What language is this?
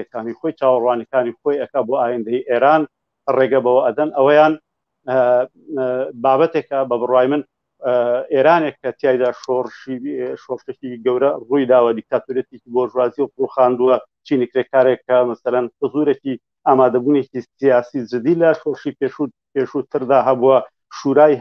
Central Kurdish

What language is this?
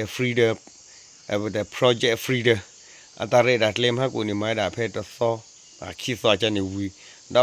S'gaw Karen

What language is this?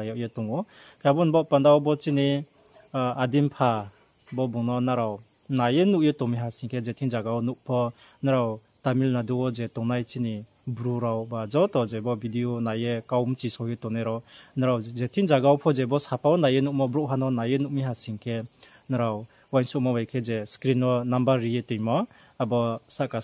Riang (India)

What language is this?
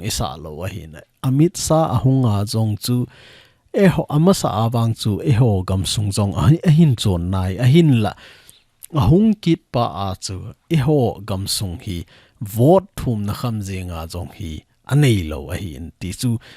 Thado Chin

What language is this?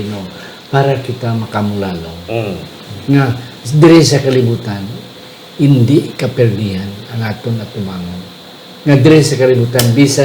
Hiligaynon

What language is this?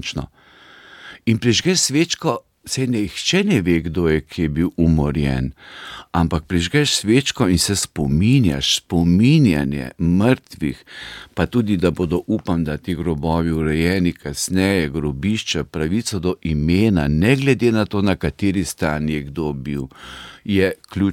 Slovenian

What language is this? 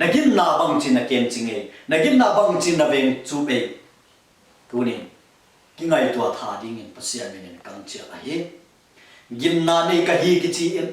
Tedim Chin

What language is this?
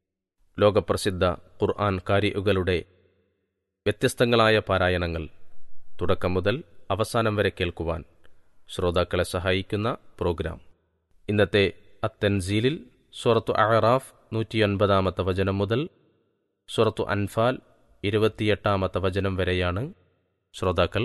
Malayalam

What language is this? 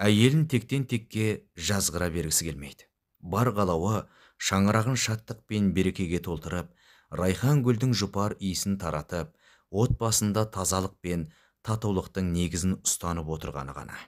Kazakh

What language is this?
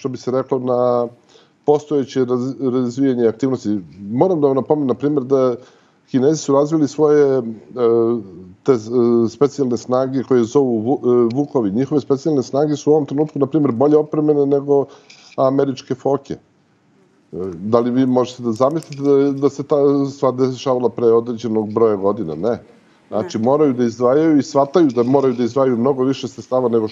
Serbian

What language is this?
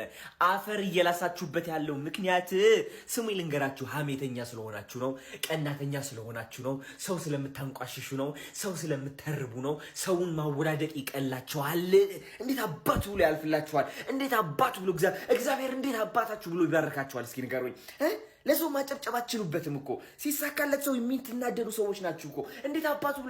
Amharic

